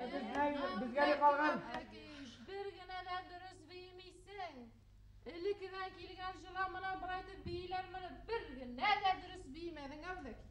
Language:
Bashkir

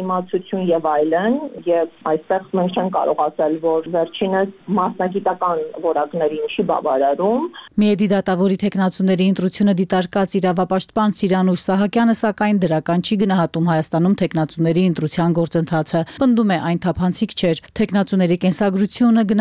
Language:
Armenian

